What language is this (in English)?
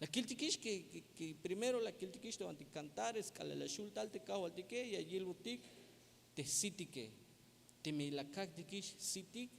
Tzeltal